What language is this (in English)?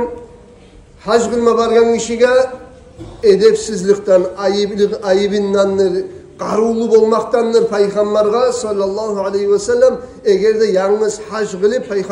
Kumyk